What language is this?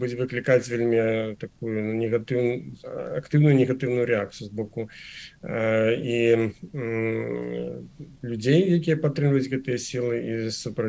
Belarusian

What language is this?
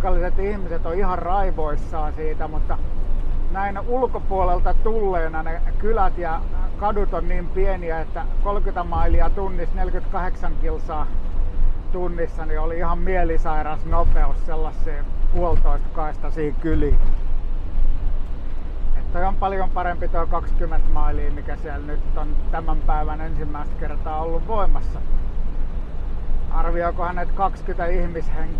Finnish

